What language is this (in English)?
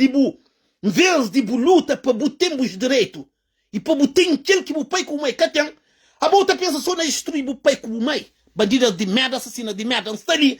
Kabuverdianu